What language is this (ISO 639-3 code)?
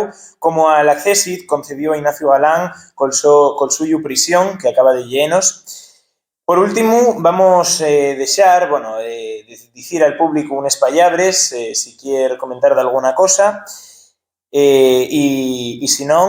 ast